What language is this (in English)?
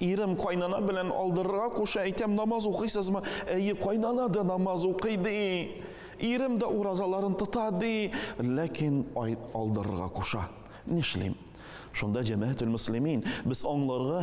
Tatar